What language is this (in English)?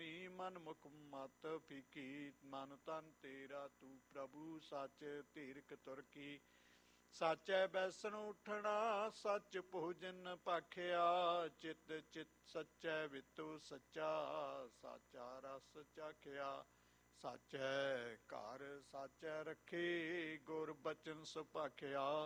Punjabi